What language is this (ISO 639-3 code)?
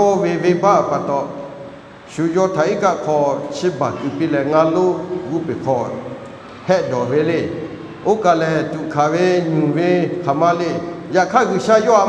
lhu